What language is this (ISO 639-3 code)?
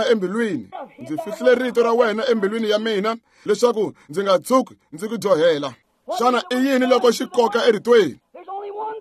tso